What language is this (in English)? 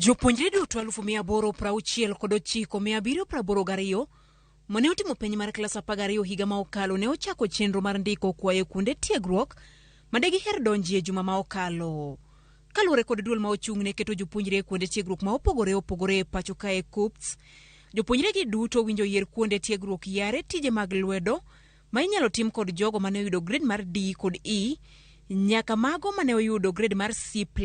Luo (Kenya and Tanzania)